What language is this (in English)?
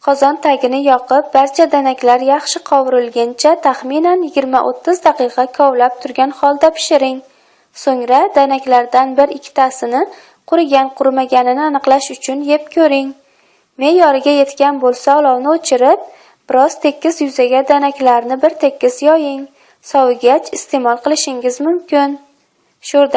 Uzbek